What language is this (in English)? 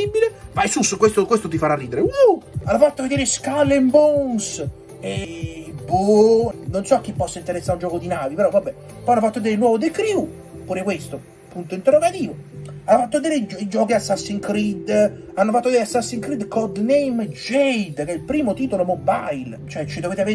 Italian